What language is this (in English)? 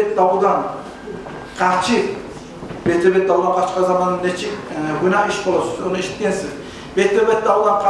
Kumyk